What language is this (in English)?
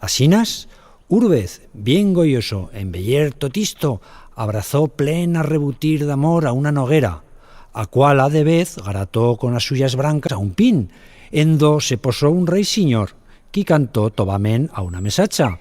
Aragonese